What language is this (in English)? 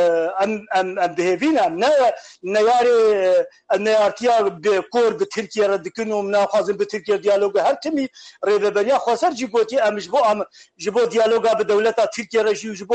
Kurdish